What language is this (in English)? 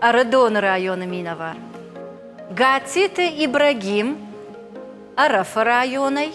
Ossetic